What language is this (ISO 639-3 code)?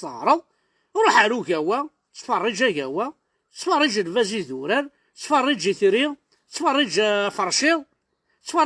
kab